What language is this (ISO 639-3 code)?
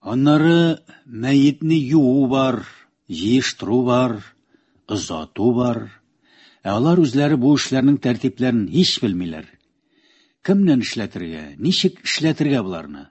tat